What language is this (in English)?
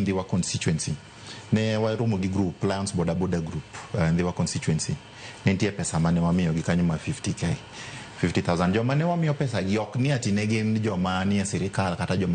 Luo (Kenya and Tanzania)